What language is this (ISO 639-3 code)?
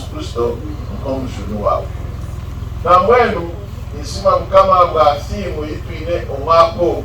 nyn